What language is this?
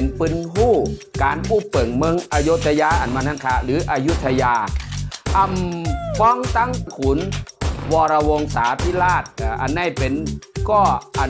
Shan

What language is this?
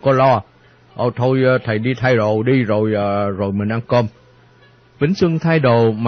Vietnamese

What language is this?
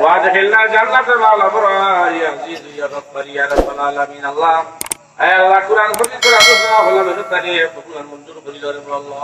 Sylheti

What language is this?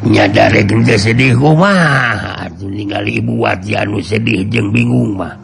Sundanese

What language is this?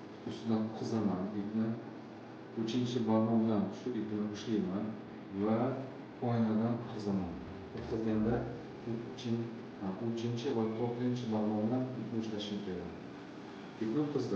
Uzbek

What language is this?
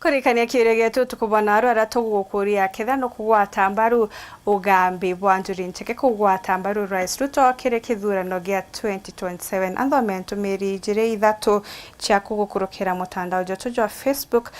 Meru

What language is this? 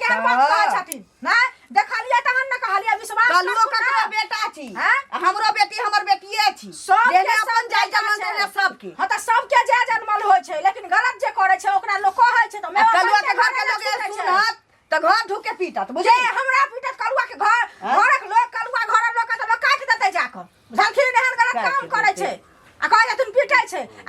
Maithili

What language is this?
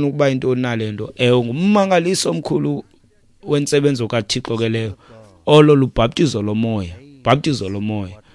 Xhosa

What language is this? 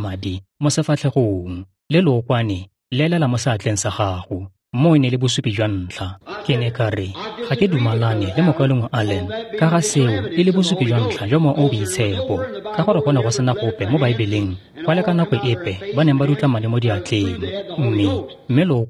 Tswana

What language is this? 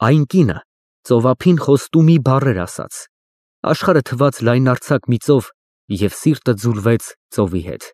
Armenian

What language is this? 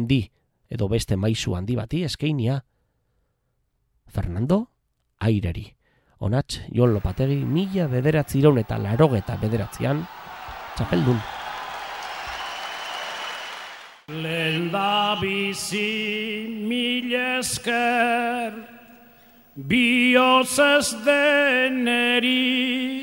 Basque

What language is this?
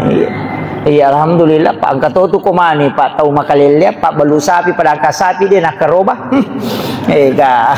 Buginese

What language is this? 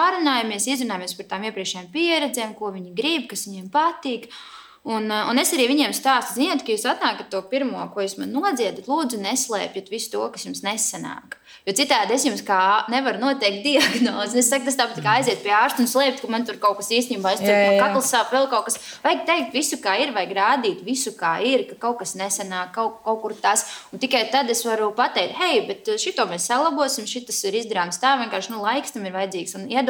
Latvian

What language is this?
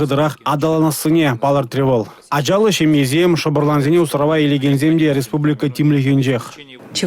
Chuvash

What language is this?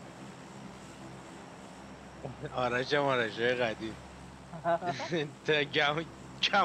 Persian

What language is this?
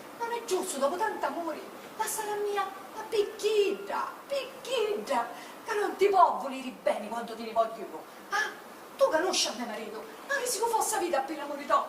Sicilian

